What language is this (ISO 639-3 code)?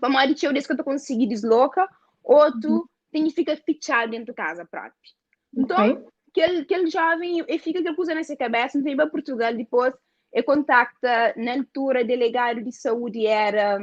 kea